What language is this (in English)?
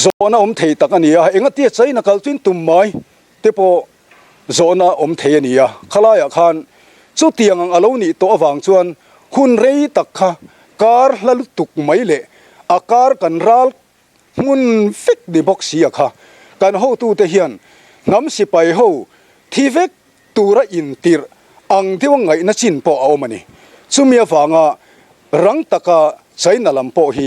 Mizo